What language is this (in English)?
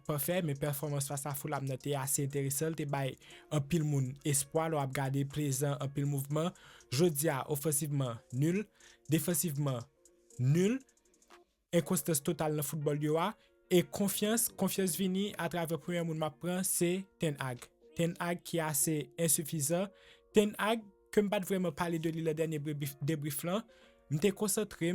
Haitian Creole